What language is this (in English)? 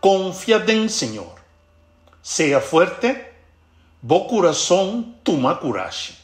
Papiamento